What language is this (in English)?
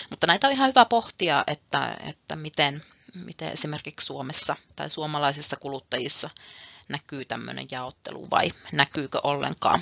Finnish